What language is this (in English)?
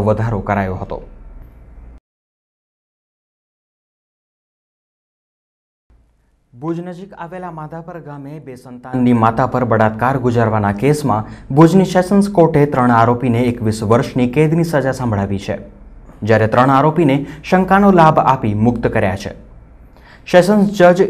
Gujarati